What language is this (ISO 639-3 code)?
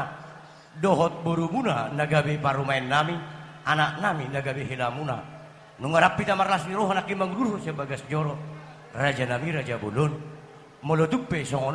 bbc